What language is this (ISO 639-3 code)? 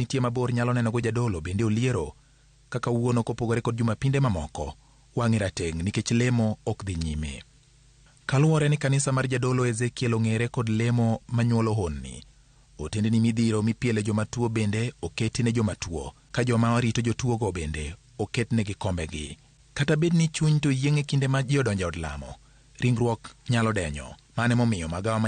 luo